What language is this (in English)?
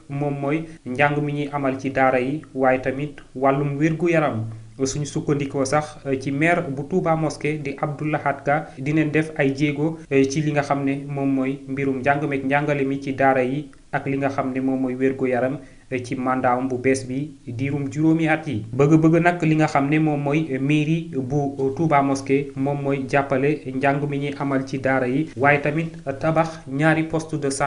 Wolof